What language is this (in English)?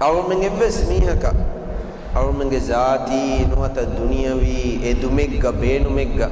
Divehi